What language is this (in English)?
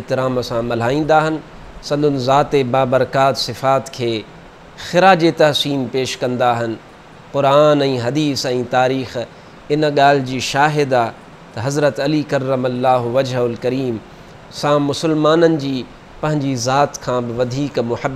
Sindhi